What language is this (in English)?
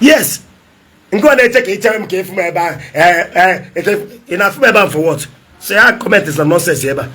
Igbo